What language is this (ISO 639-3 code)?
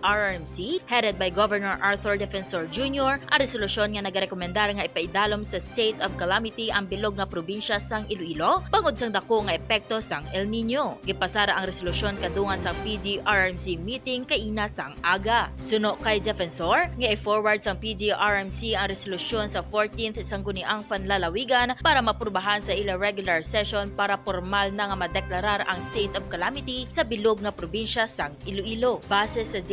hil